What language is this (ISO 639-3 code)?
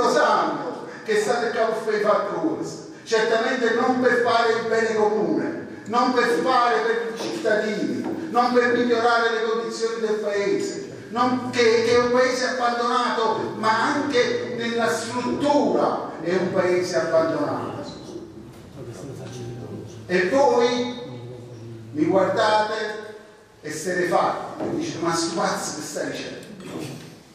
ita